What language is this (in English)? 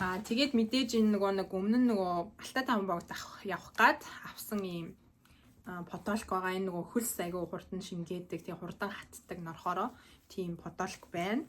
Mongolian